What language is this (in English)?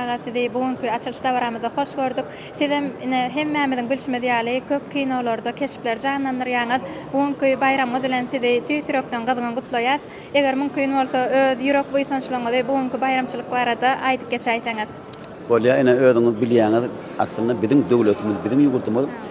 Turkmen